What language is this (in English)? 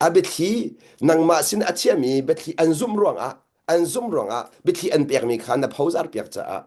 Hakha Chin